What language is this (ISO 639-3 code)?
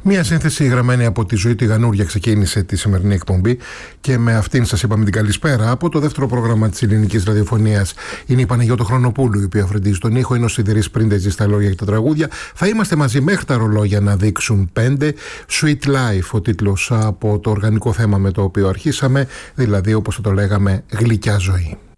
ell